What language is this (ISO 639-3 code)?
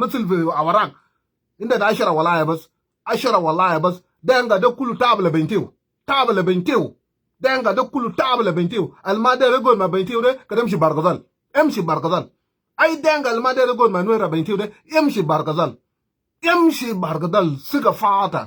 nus